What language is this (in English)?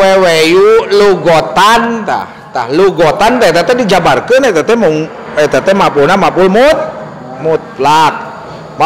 Sundanese